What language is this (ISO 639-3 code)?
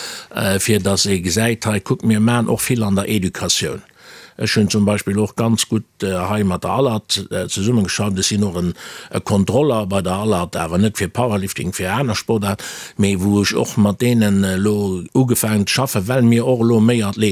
ltz